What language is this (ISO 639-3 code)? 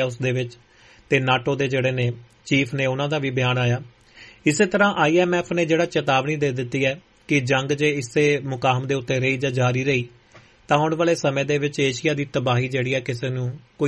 pan